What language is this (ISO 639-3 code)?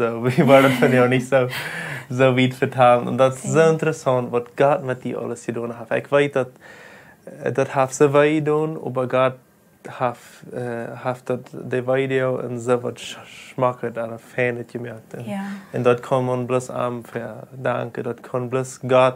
pdt